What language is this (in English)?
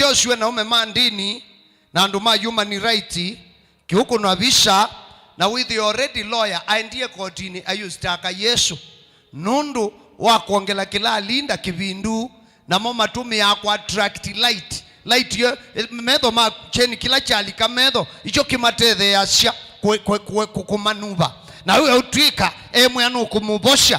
Kamba